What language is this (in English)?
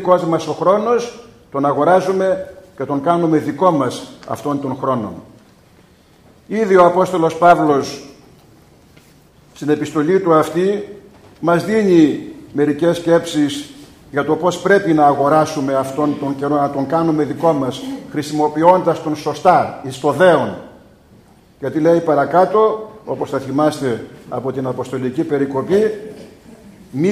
Greek